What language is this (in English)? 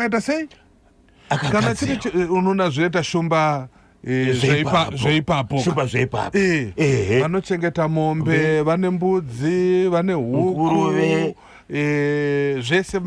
Shona